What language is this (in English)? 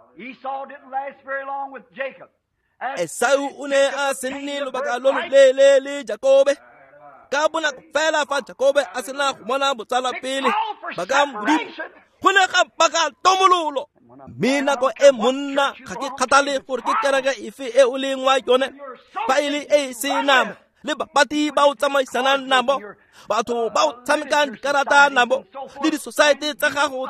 Tswana